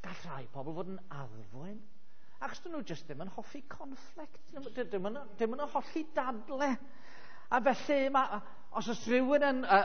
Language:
Welsh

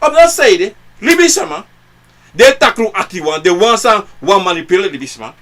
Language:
Sranan Tongo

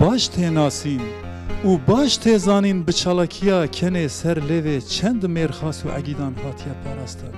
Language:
Kurdish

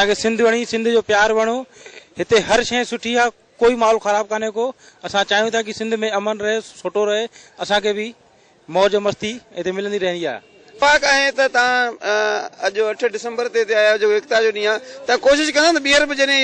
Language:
Sindhi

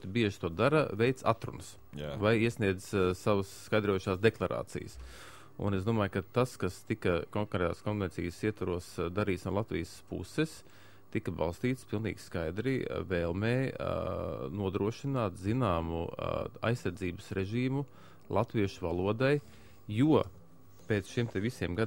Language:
Latvian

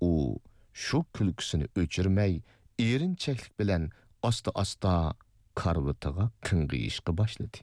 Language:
Uyghur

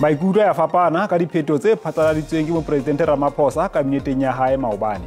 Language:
Southern Sotho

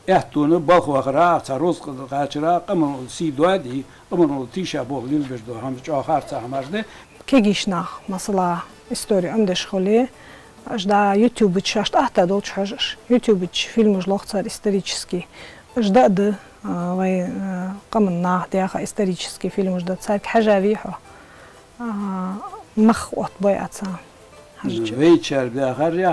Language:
Ingush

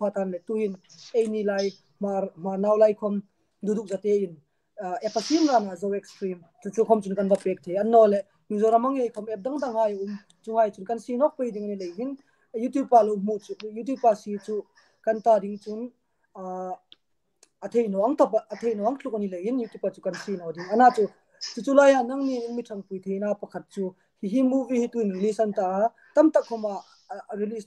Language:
Hmar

